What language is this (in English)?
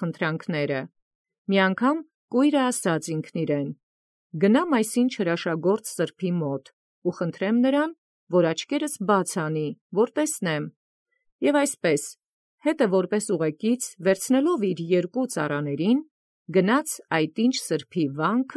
Armenian